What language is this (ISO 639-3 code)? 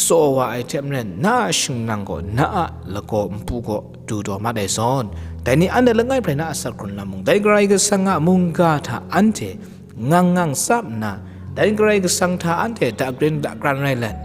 kac